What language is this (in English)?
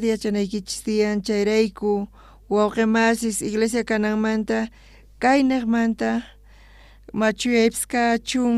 South Bolivian Quechua